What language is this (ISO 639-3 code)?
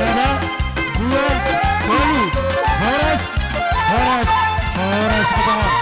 bts